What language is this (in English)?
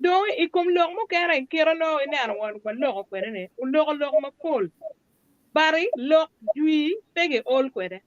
Acoli